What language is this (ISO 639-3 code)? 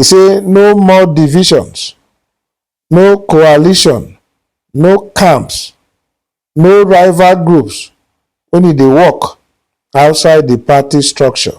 pcm